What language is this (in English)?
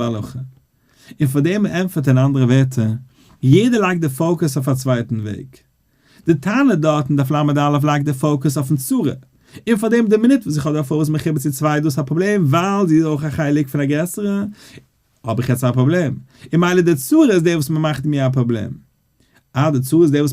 Yiddish